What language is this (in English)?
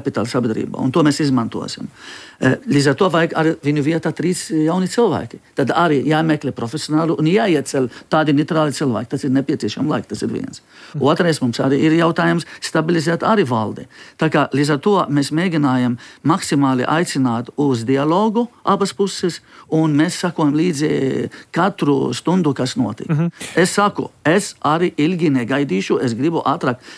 Latvian